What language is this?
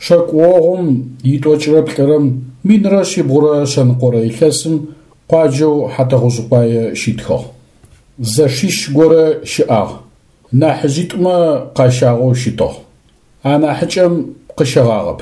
Adyghe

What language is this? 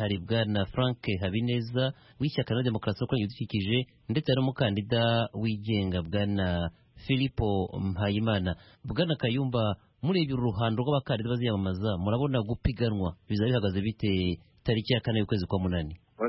Kinyarwanda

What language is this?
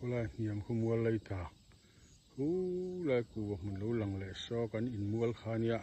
Mizo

